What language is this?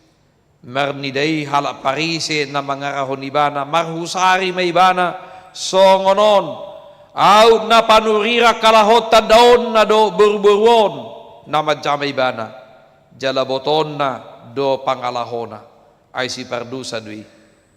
Batak Toba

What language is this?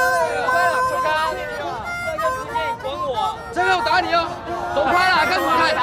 Hakka Chinese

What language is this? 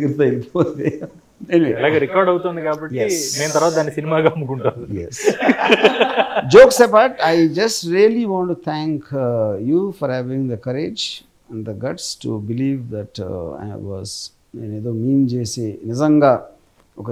Telugu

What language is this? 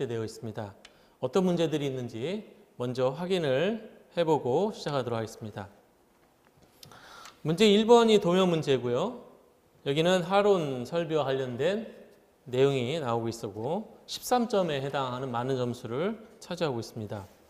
Korean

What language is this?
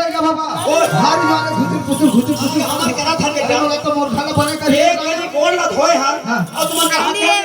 Chhattisgarhi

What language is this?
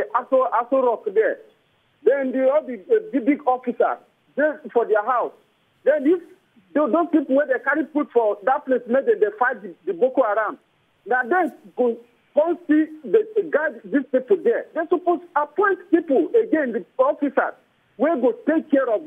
Nigerian Pidgin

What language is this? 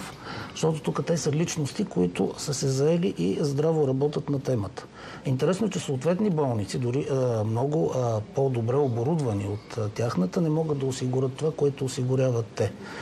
Bulgarian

